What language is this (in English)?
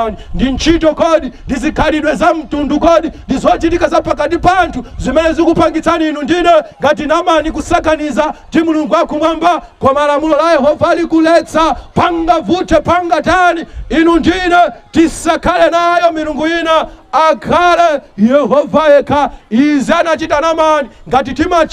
Nyanja